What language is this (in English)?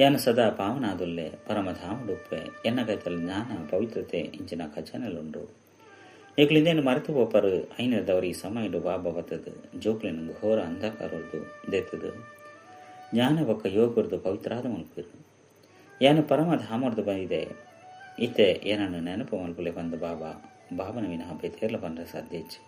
Tulu